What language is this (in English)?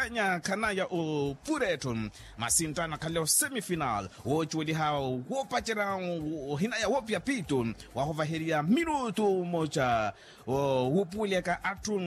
Makhuwa